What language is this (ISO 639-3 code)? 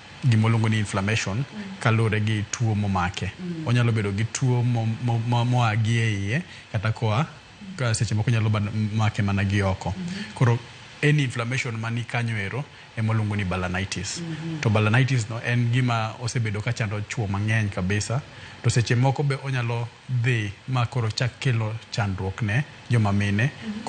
luo